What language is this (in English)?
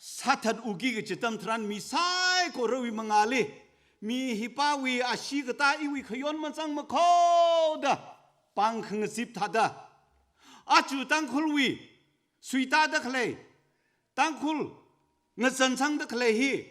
Tangkhul Naga (India)